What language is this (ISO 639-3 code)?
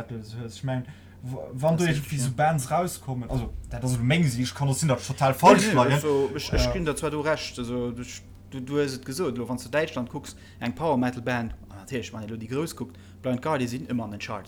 ltz